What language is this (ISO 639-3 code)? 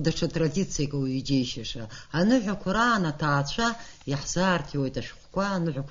abk